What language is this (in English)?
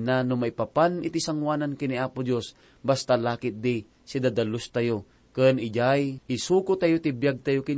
Iloko